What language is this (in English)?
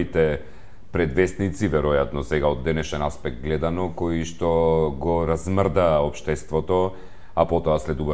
Macedonian